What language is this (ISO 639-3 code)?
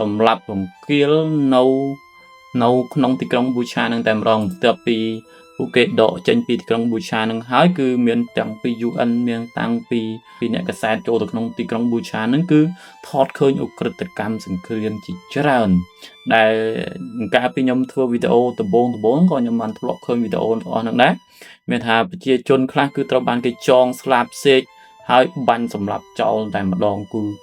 khm